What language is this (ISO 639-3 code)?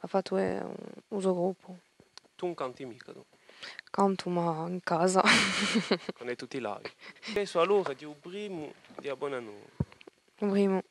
cos